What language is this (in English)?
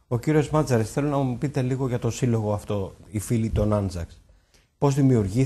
Greek